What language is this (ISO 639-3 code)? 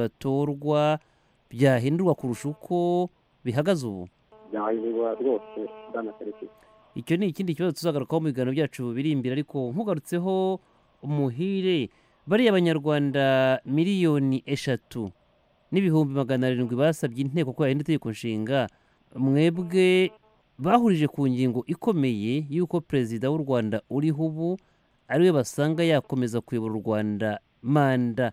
kin